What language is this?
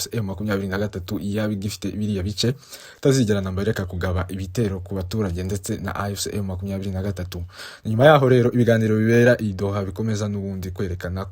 Kinyarwanda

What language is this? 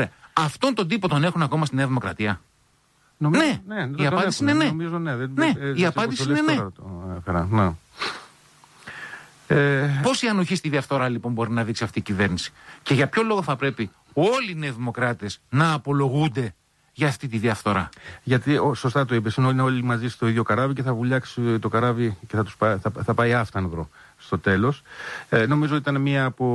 Greek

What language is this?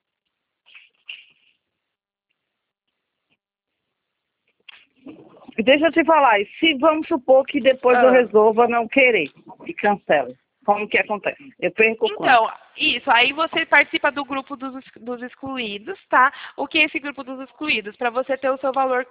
Portuguese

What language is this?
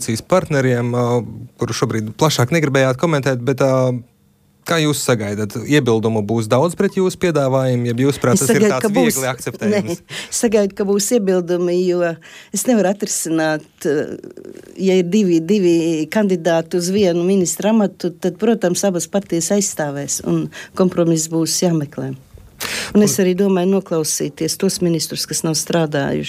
Latvian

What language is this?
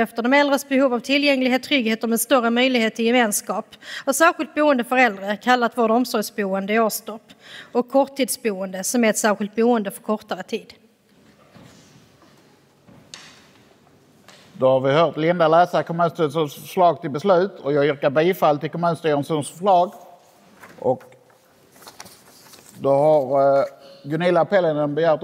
Swedish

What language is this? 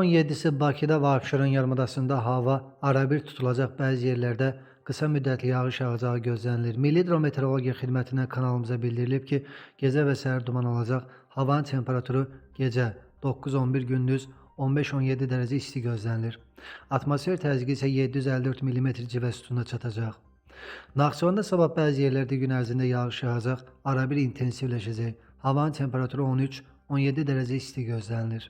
Azerbaijani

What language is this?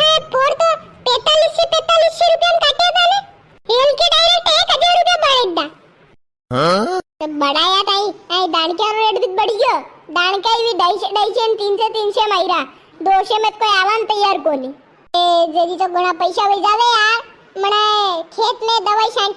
Rajasthani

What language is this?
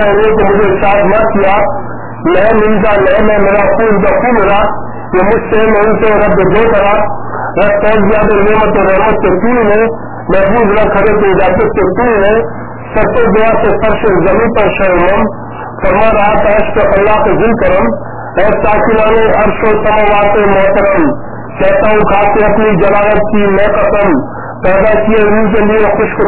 Urdu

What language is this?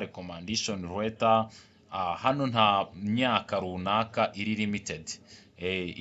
Kinyarwanda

